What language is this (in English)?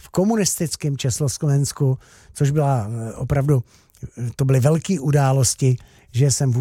Czech